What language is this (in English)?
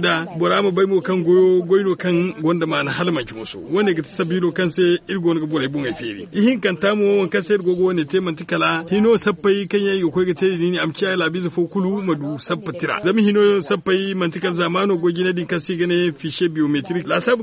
Zarma